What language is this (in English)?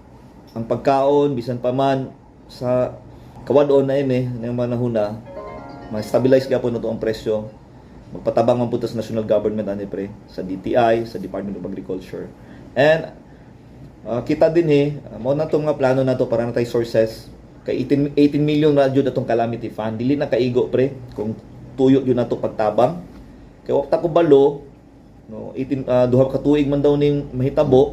Cebuano